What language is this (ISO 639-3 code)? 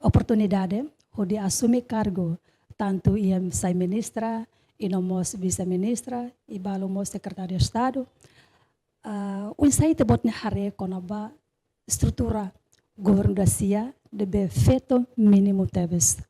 tet